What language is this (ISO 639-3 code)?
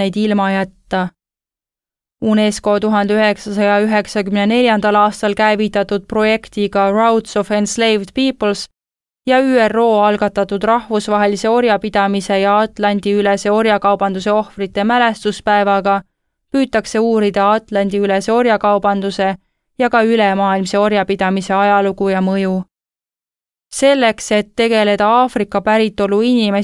est